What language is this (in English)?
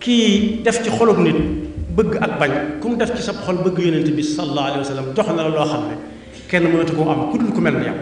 Wolof